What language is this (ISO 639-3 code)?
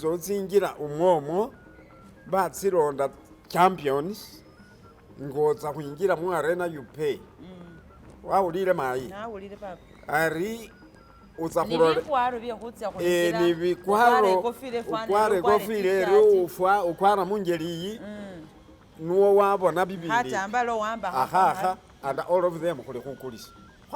myx